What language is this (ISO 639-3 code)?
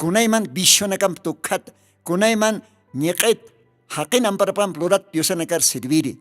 aym